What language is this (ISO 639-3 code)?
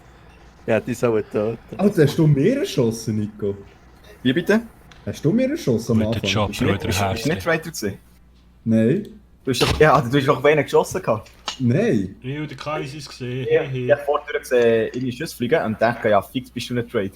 gsw